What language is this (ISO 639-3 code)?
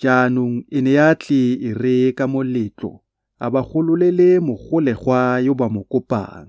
tsn